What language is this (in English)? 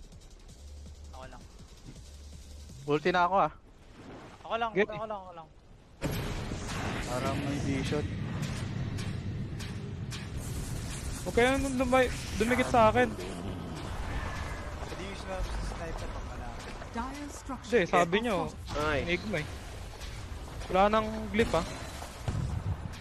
Filipino